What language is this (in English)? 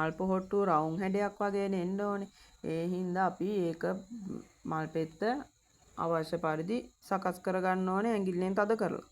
Sinhala